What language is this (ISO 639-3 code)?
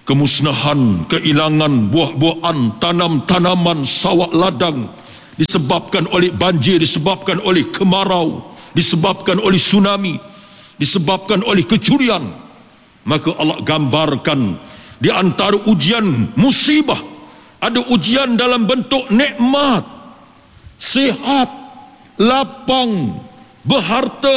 msa